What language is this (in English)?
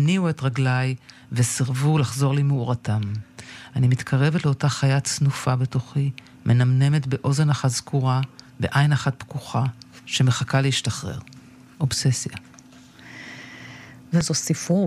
Hebrew